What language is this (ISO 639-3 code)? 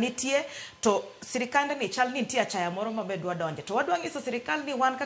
luo